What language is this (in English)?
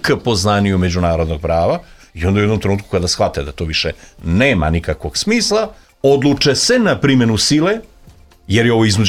Serbian